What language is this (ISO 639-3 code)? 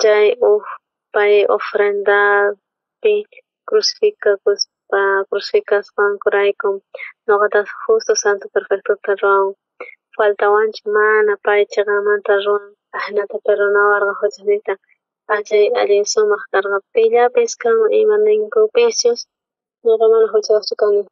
quh